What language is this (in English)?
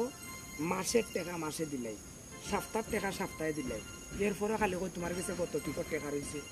Sylheti